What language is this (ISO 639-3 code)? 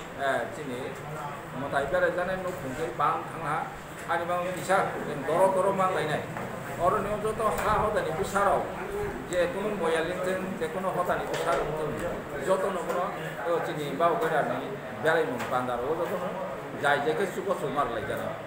trp